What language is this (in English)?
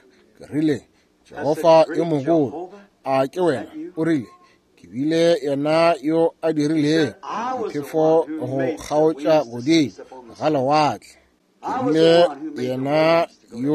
Northern Sotho